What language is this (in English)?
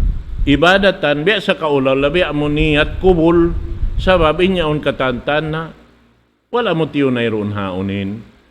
Tausug